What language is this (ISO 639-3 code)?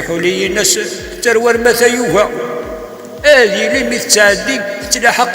kab